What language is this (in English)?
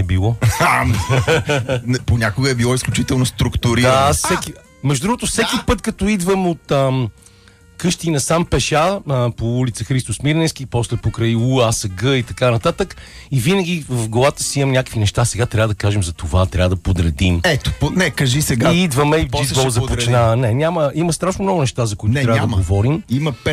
Bulgarian